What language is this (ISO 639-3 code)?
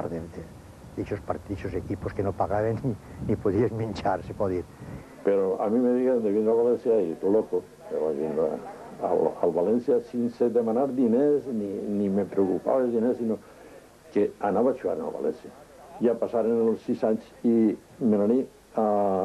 cat